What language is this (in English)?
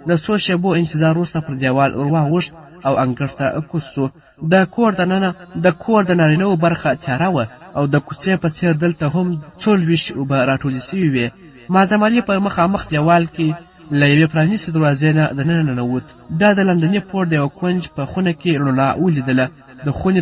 Pashto